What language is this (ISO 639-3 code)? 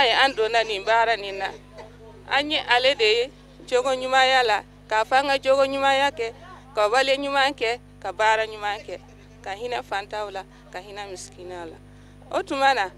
bam